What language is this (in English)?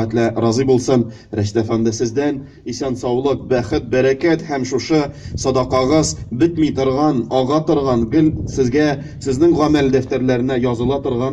Tatar